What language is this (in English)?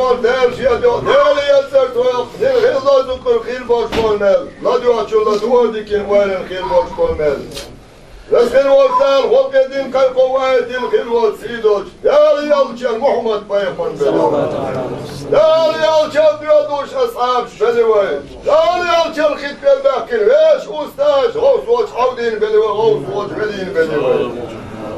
Chechen